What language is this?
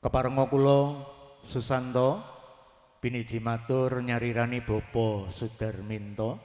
Javanese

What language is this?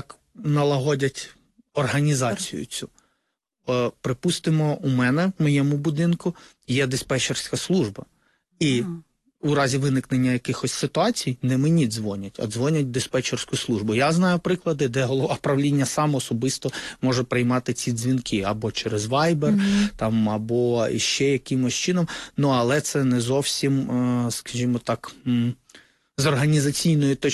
Ukrainian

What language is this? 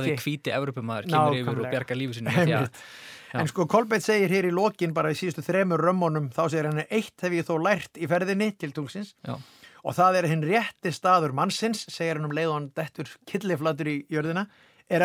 Icelandic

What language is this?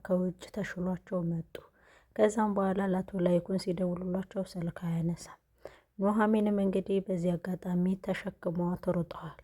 Amharic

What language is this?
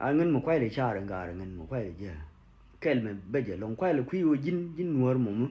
Nuer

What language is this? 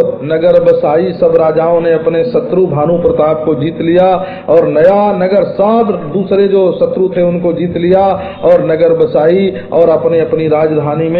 Hindi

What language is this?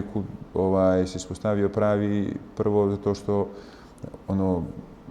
Bosnian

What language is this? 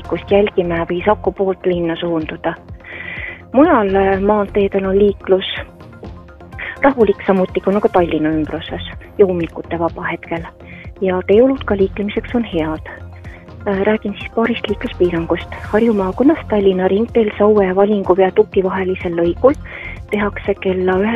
Estonian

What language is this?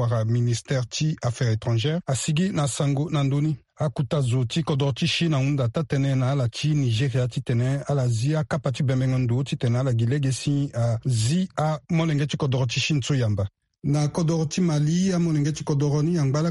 Sango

